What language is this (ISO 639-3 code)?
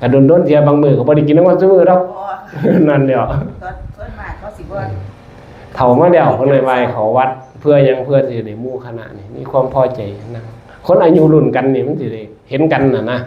tts